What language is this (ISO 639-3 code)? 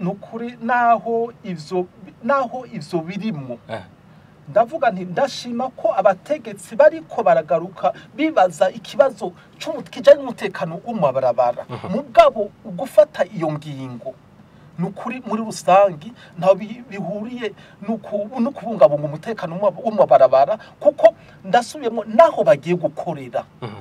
run